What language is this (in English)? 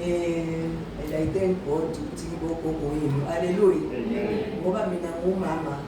Zulu